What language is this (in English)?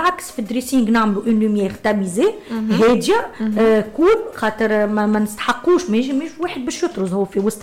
Tunisian Arabic